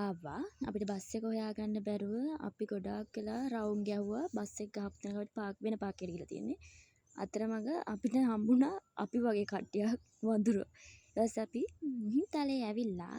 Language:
Sinhala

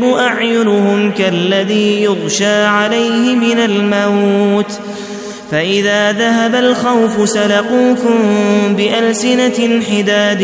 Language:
Arabic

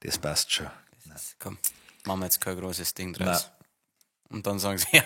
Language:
Bavarian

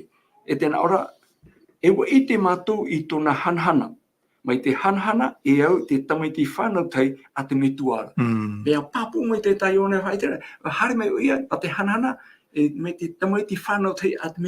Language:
Tahitian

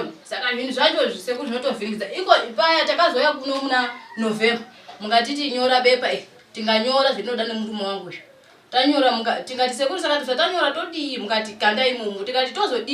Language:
Shona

